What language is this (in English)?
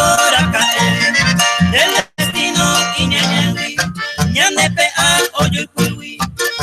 Guarani